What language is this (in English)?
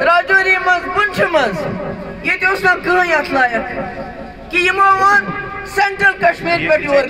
Kashmiri